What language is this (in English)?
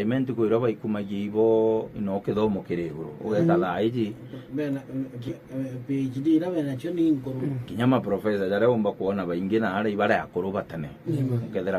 Meru